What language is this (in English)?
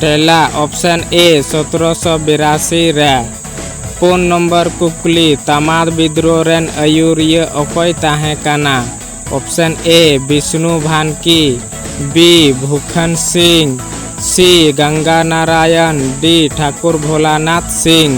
Santali